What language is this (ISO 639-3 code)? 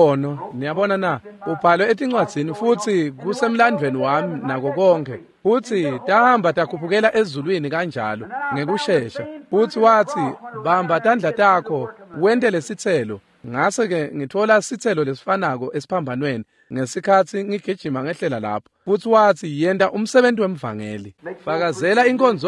ssw